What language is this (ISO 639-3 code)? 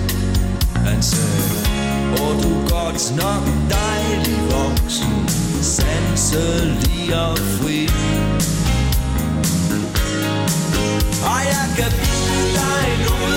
dan